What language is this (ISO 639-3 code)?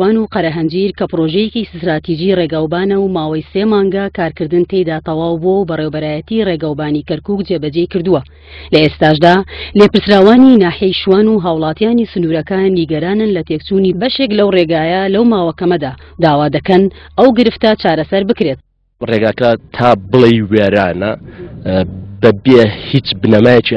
ckb